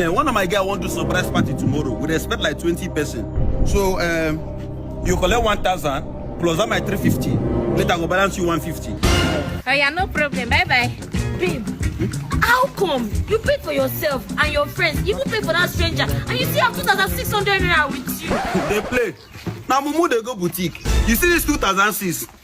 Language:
Nigerian Pidgin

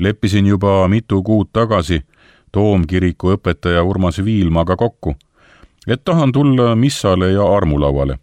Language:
Estonian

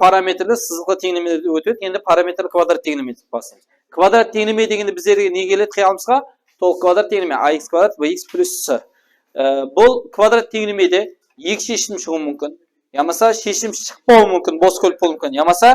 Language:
Kara-Kalpak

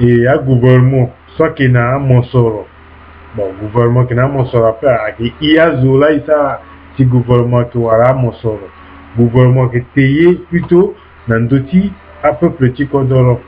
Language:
Sango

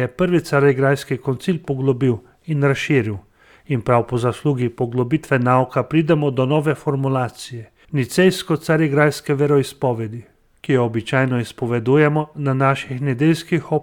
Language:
Slovenian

